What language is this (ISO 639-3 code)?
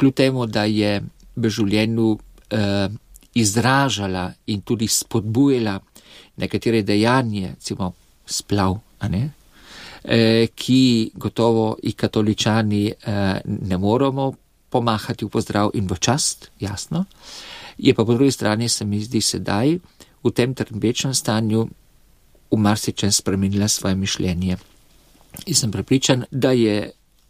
slv